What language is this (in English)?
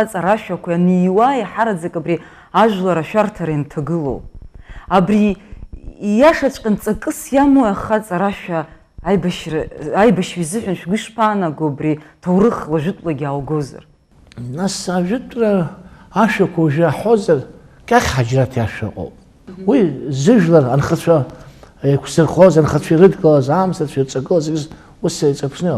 Abkhazian